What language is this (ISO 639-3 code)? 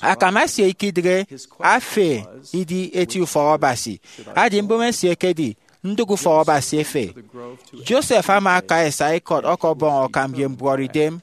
efi